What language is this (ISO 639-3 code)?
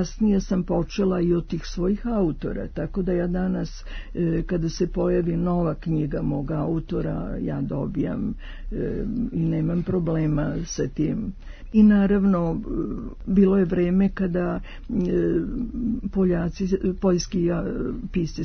srp